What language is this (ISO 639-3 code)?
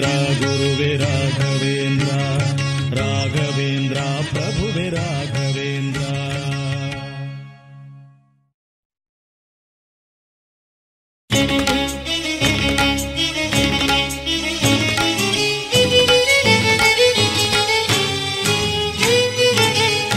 kan